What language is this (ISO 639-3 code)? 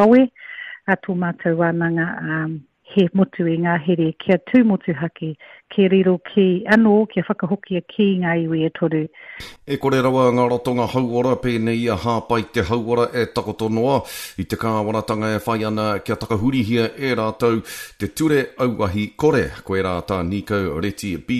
mri